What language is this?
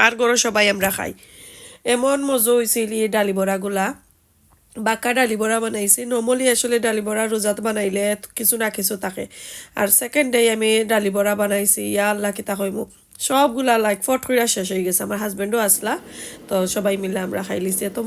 Sylheti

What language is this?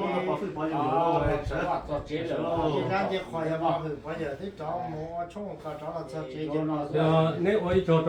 Hmong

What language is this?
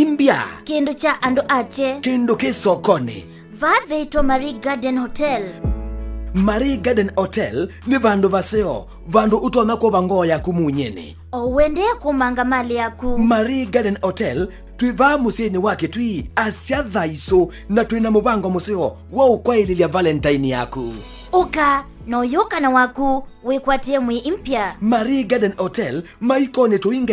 Kamba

